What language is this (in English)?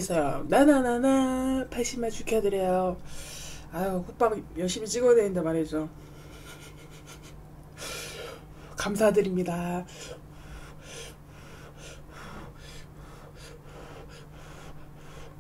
Korean